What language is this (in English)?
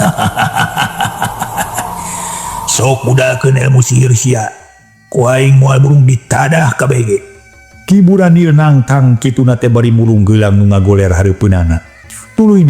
Sundanese